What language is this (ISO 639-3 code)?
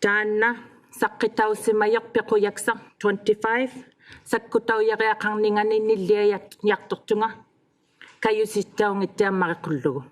iku